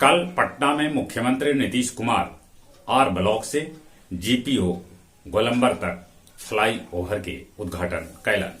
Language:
Magahi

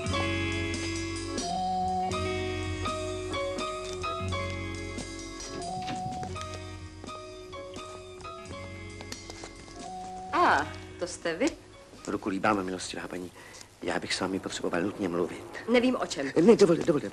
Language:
Czech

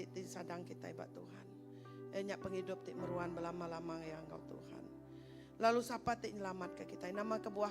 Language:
Iban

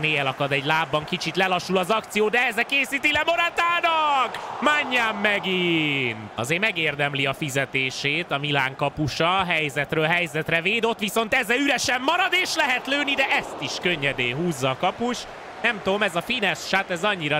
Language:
Hungarian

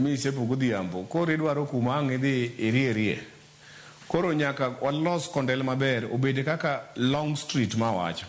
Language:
Luo (Kenya and Tanzania)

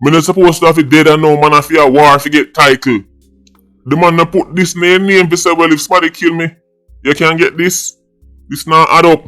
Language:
Jamaican Creole English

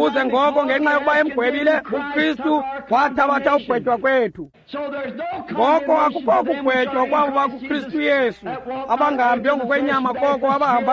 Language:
Xhosa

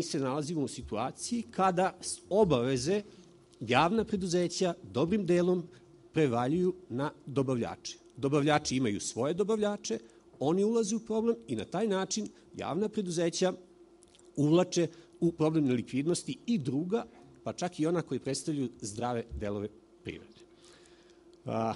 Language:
Serbian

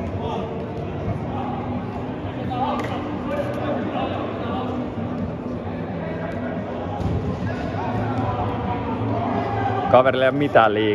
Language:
Finnish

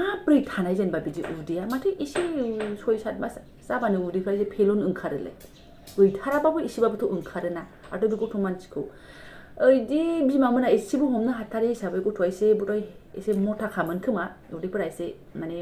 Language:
Bodo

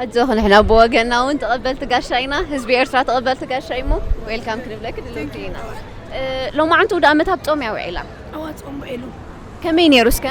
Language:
Tigrinya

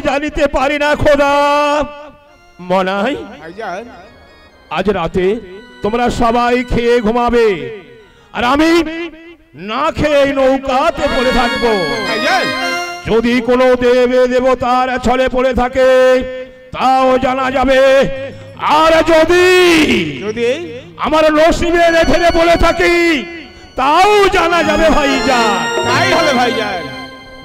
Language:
Bangla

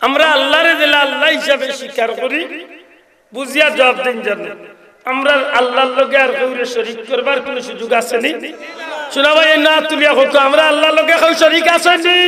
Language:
Sylheti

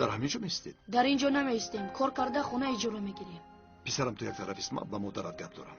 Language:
Tajik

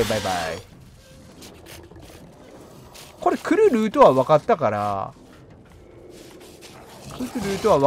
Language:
Japanese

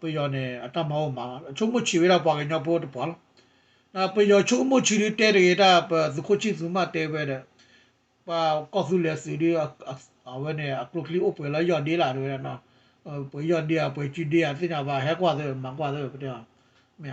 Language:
S'gaw Karen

